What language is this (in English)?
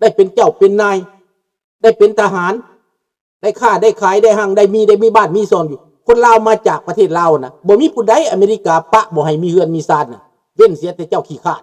Lao